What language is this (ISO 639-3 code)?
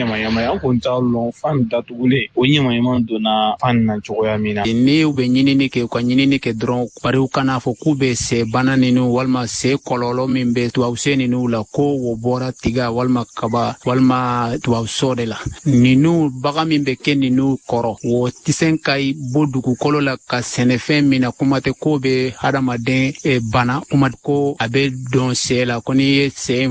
bam